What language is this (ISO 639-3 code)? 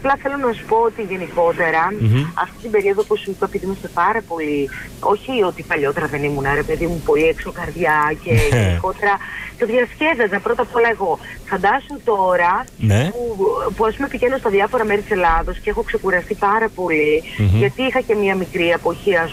ell